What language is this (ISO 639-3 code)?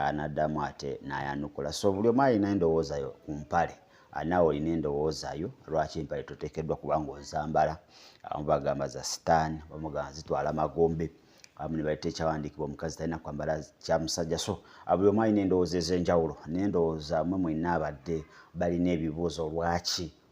lug